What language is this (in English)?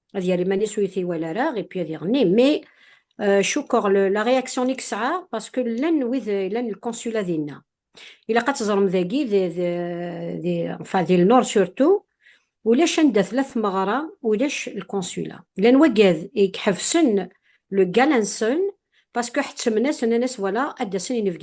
Kabyle